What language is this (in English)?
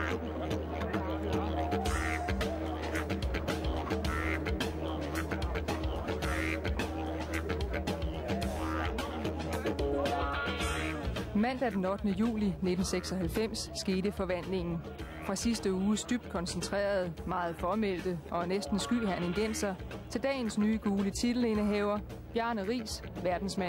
Danish